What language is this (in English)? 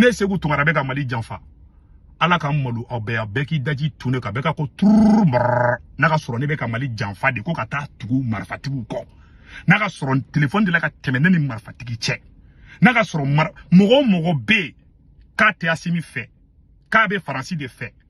Bambara